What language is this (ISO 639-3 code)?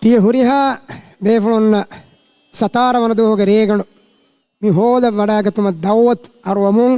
div